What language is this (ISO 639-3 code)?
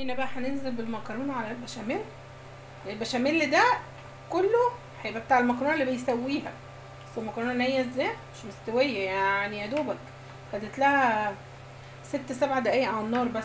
arz